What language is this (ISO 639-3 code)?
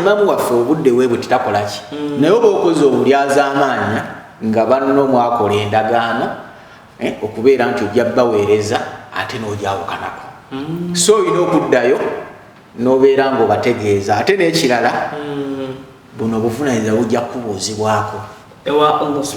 lug